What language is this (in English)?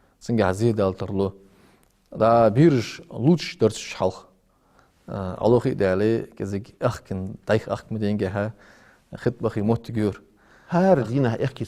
Ingush